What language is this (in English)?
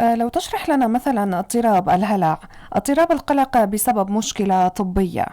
North Levantine Arabic